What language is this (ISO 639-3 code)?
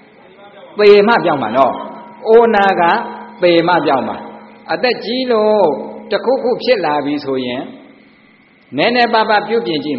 mya